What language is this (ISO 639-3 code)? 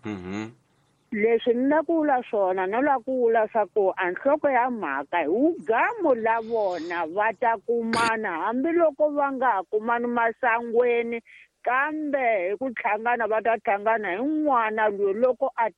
tso